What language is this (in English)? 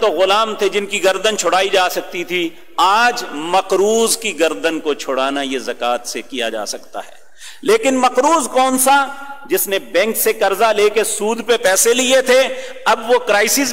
Urdu